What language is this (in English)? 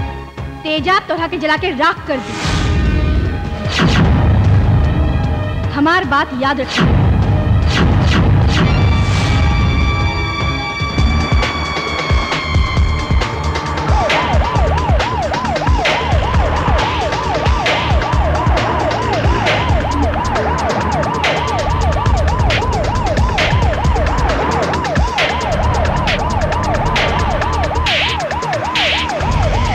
Bhojpuri